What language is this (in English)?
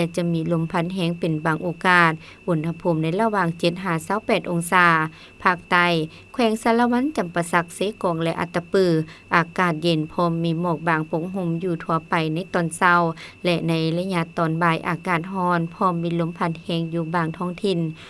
Lao